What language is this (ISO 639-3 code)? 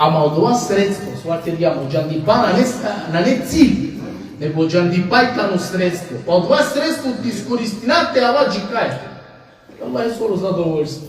rmn